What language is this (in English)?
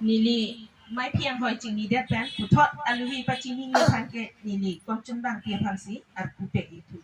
Karbi